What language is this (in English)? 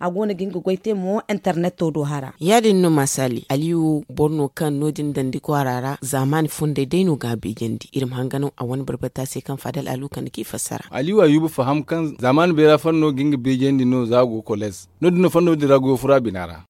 Zarma